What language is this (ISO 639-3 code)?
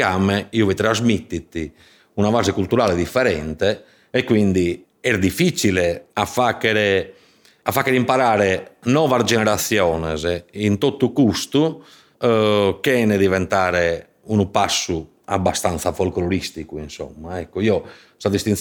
srd